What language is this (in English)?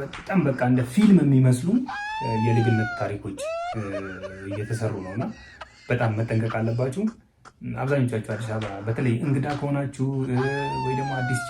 Amharic